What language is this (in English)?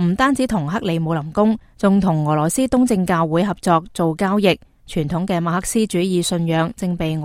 Cantonese